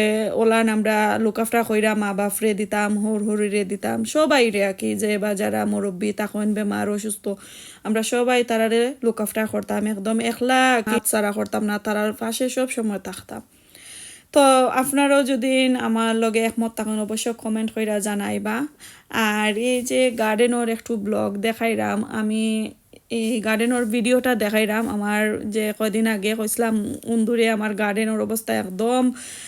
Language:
Sylheti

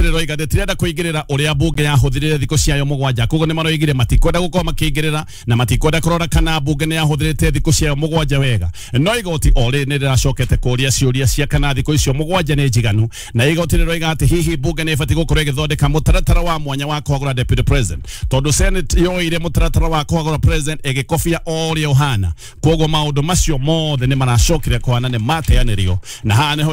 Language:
Kikuyu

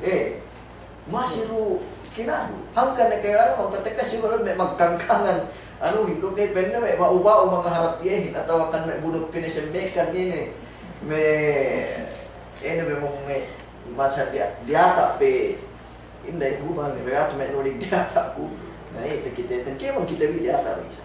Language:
Yakan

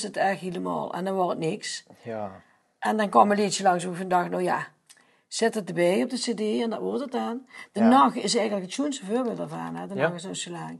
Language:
Limburgish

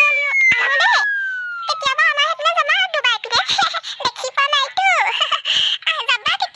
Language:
Assamese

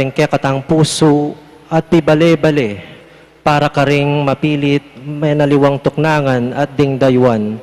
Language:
Pampanga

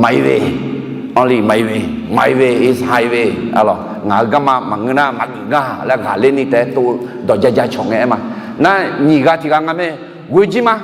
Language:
Akha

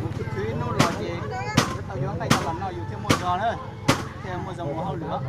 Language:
Hmong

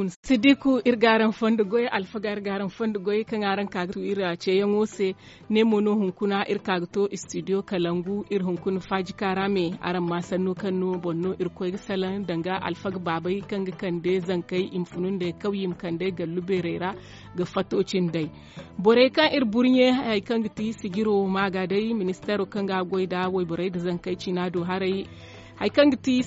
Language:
Zarma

